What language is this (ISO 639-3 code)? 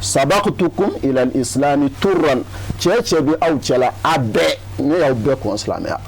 bam